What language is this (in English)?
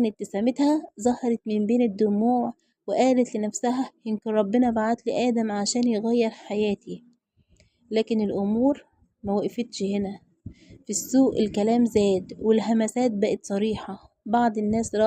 Egyptian Arabic